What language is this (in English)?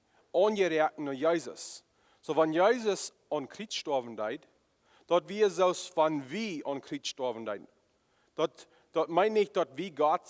Plautdietsch